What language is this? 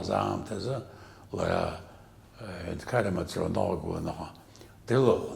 Abkhazian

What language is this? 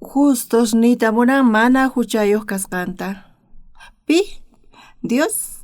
South Bolivian Quechua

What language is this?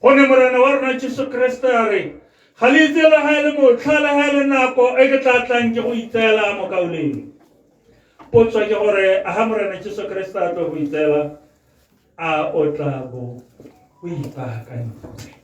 Tswana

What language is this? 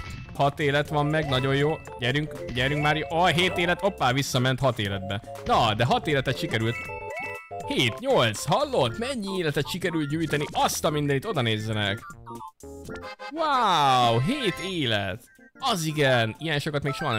Hungarian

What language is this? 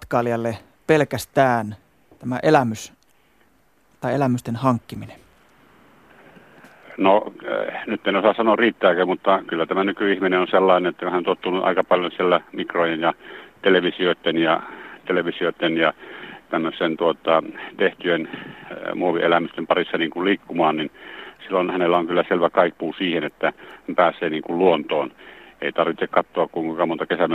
Finnish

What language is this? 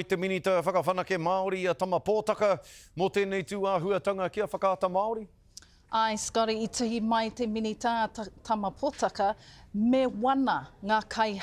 Māori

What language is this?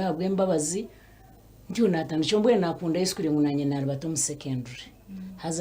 Nyankole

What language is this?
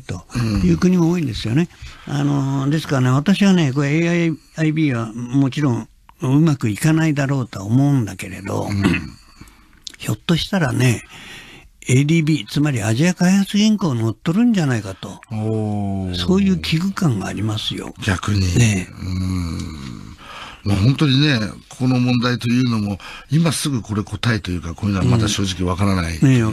Japanese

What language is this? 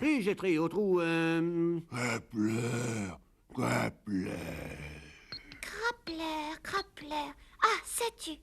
Breton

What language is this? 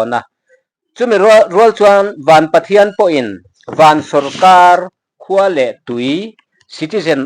Mizo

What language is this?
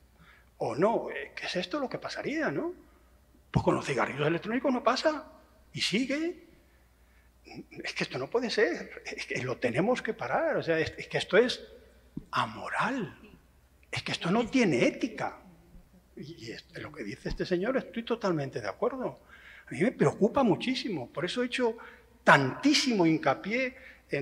Spanish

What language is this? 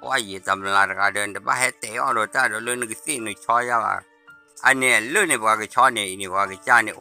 S'gaw Karen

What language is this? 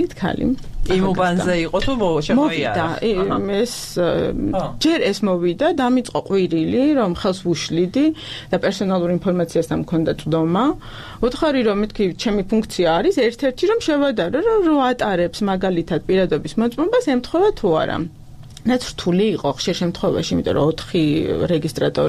Georgian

